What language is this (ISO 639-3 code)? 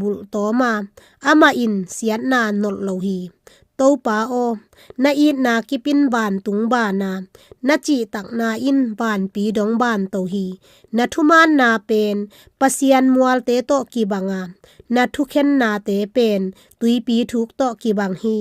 ctd